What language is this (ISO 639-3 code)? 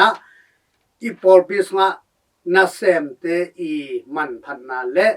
ctd